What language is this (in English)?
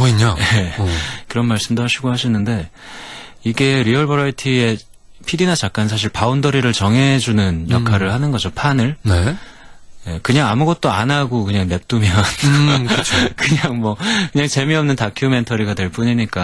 Korean